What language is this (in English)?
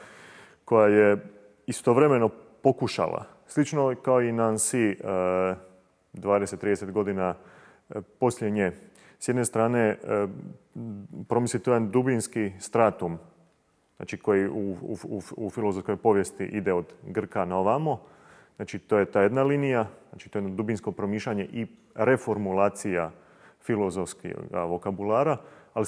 Croatian